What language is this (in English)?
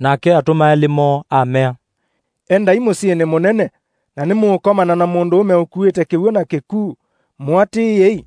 Kamba